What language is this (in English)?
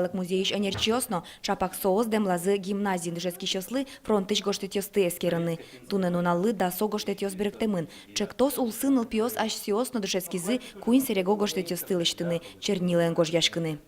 Udmurt